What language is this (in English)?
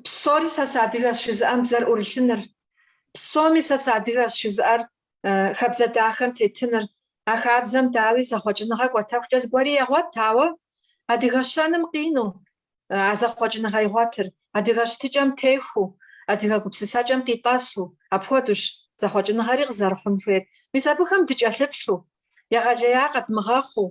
Kabardian